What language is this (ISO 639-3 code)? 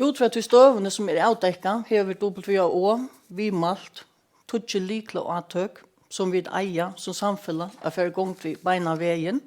fao